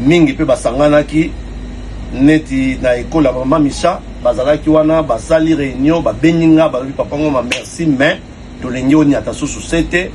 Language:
Lingala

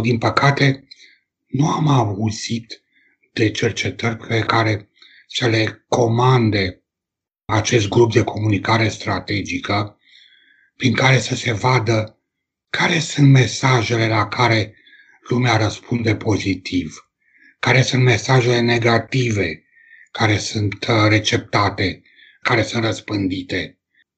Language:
Romanian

